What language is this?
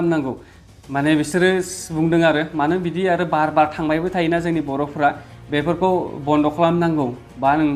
Bodo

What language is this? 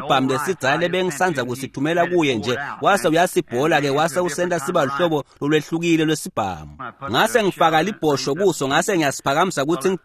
Swati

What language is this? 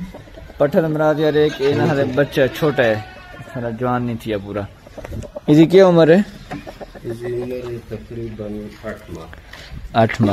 Saraiki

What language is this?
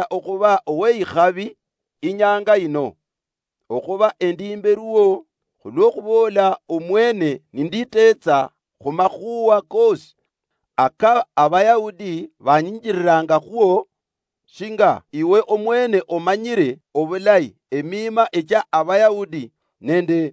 Luyia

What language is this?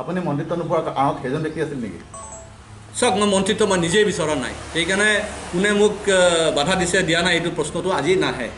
Assamese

